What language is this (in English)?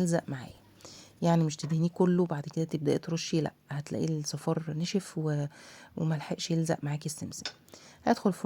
Egyptian Arabic